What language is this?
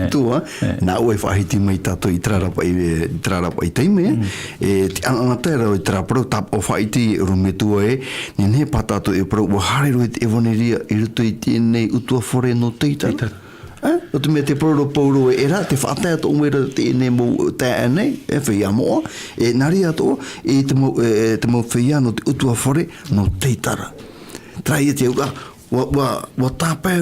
Tahitian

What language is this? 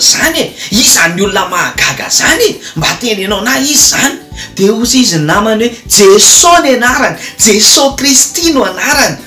Malagasy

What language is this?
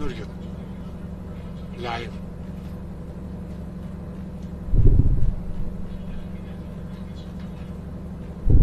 Greek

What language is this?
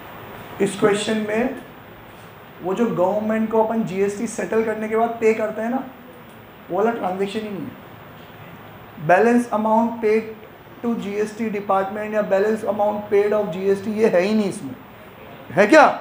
Hindi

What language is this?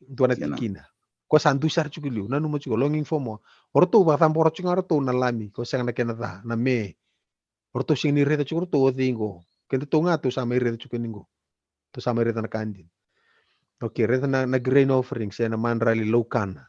Fijian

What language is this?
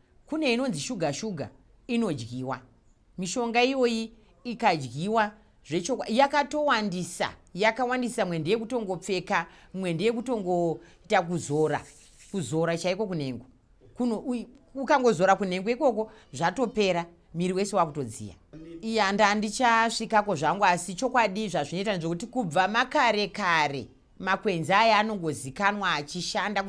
Shona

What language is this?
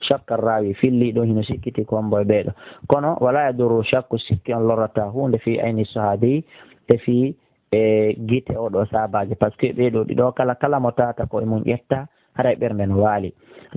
Pular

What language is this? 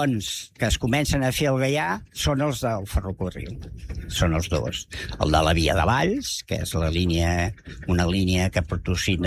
Catalan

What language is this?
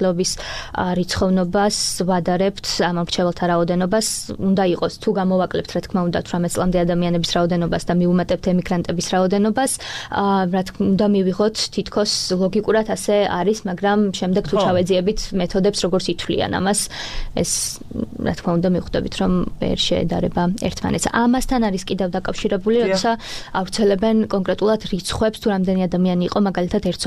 Georgian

